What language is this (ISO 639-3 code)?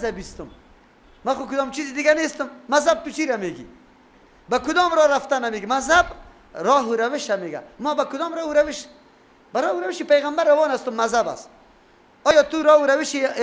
fas